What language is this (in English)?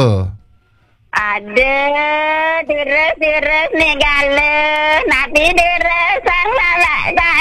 Balinese